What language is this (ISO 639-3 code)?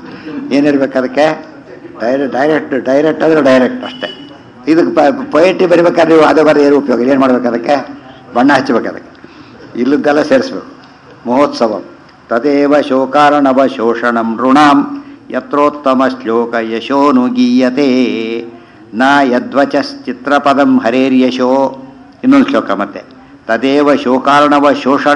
kan